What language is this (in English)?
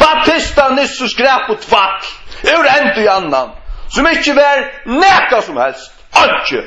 Faroese